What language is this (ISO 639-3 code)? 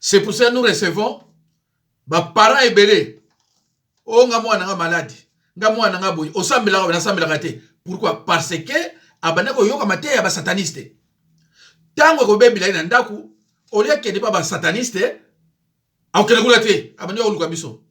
lin